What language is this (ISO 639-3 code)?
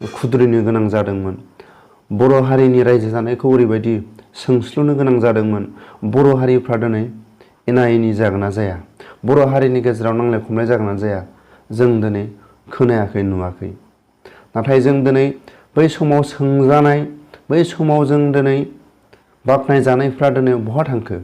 brx